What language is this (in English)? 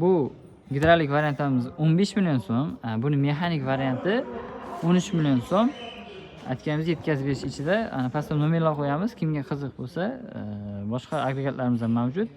Uzbek